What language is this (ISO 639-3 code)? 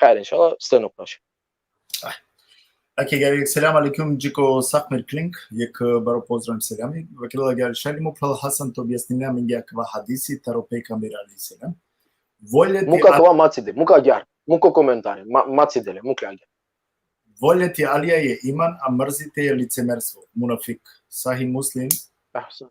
rmn